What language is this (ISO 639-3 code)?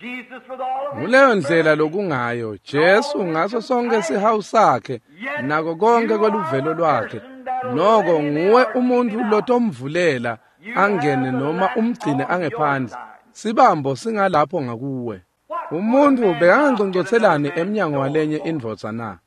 ssw